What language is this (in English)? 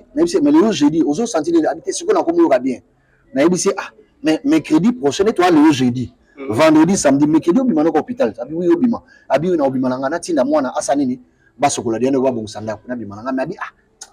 Lingala